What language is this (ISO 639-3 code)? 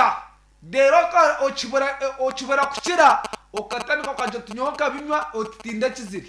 nyn